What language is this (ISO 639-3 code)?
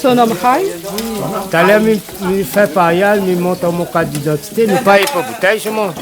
rcf